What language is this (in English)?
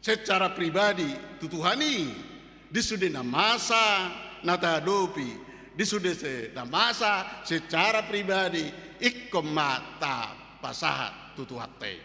Batak Toba